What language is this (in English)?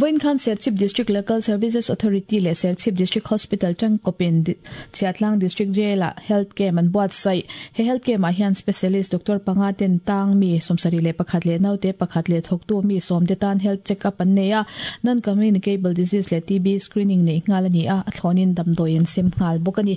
Mizo